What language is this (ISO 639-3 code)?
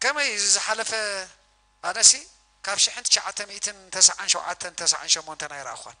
tir